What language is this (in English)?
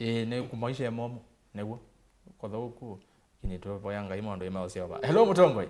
Kamba